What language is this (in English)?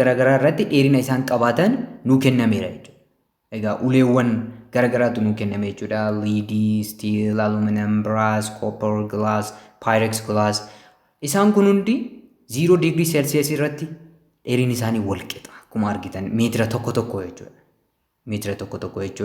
Oromo